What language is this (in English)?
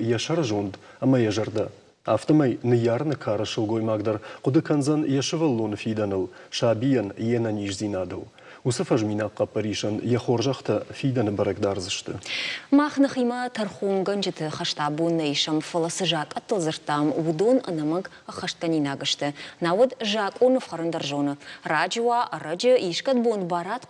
Ossetic